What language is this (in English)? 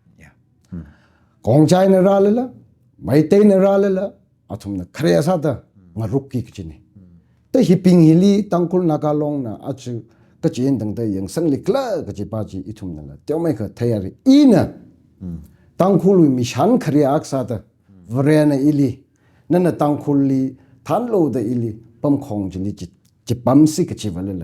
Tangkhul Naga (India)